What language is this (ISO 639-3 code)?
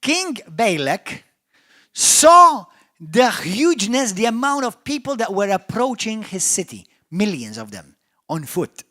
eng